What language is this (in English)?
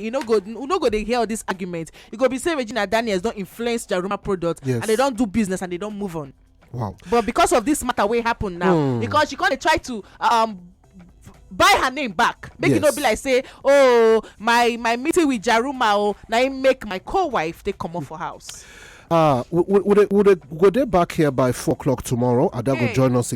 Nigerian Pidgin